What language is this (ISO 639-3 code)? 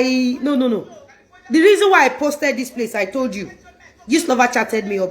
yor